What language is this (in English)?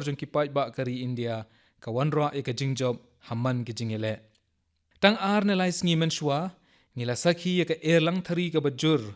Khasi